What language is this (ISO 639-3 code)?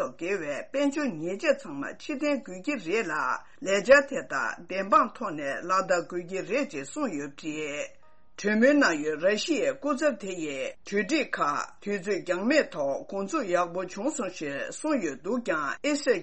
bod